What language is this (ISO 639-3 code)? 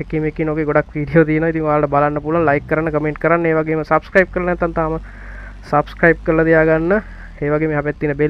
sin